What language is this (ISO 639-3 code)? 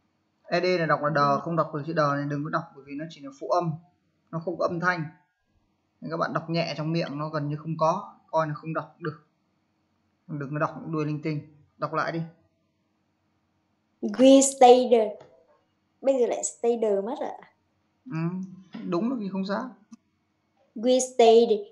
vie